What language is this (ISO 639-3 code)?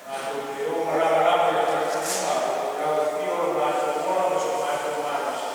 smo